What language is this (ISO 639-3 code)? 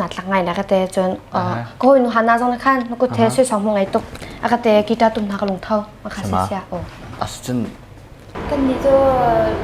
cnh